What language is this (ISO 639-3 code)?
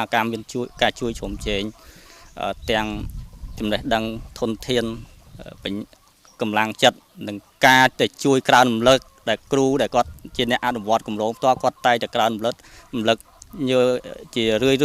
khm